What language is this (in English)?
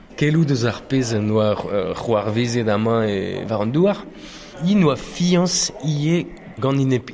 Breton